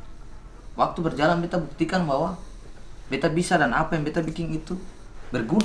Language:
Ambonese Malay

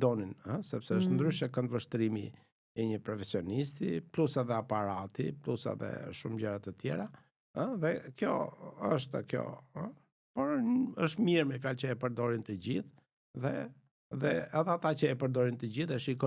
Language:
Albanian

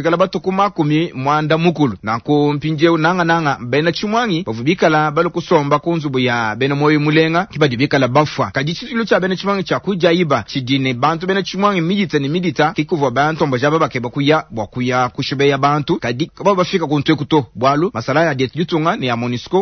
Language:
Luba-Lulua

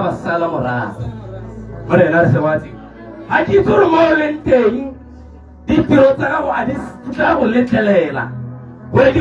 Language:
Tswana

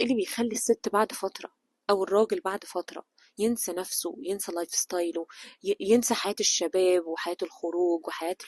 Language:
Egyptian Arabic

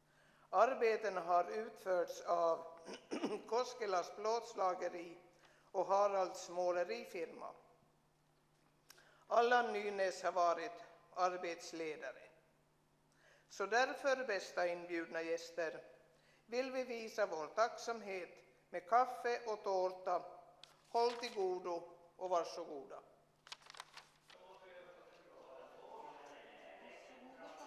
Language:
Swedish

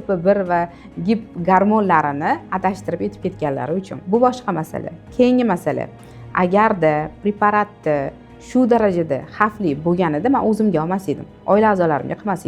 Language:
Uzbek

